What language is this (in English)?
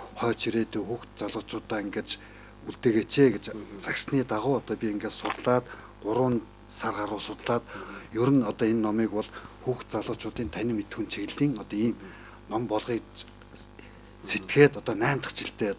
Mongolian